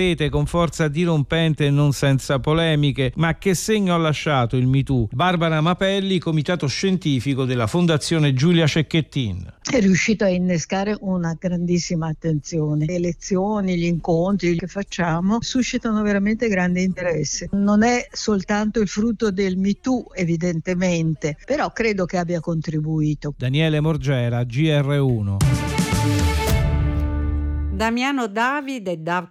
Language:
Italian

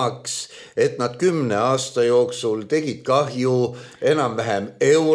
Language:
Estonian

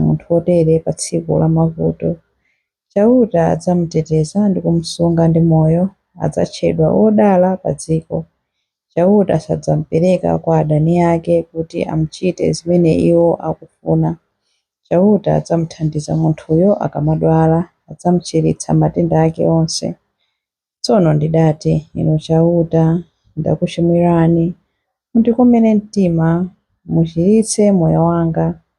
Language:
Nyanja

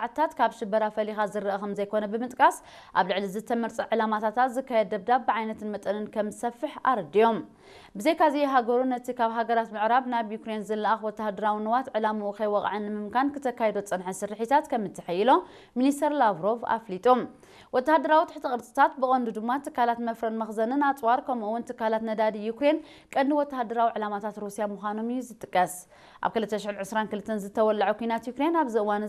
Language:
Tigrinya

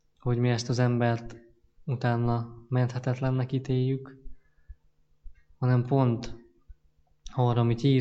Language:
Hungarian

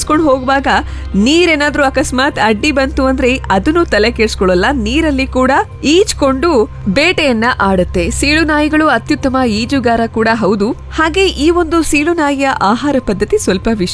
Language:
Kannada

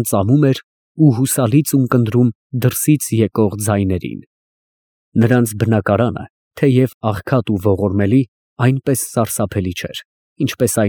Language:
Armenian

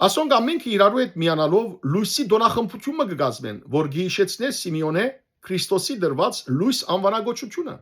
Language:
Western Armenian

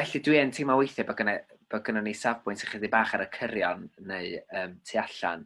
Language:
Welsh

